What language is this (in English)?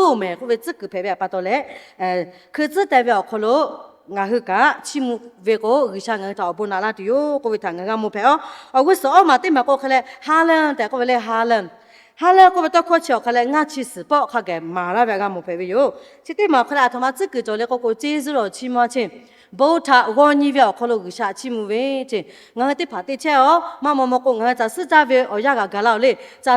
Lahu